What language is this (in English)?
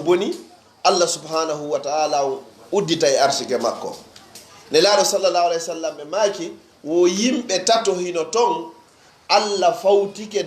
Pular